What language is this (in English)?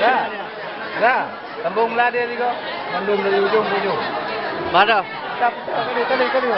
Achinese